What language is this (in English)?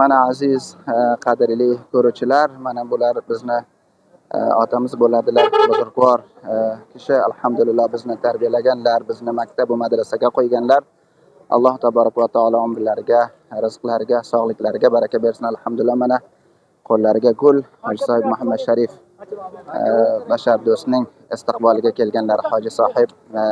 Uzbek